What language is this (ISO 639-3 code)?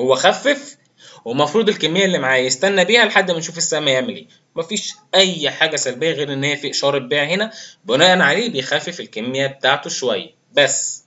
arz